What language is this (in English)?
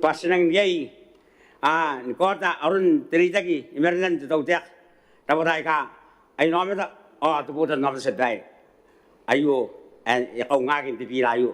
Gilbertese